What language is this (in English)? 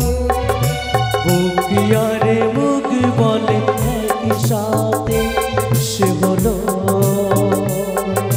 Bangla